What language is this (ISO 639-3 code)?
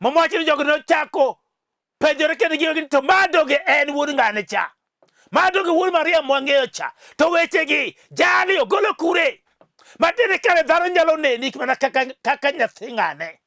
luo